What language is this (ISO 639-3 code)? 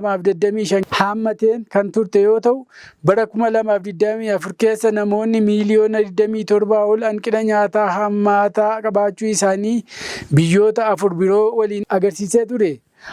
orm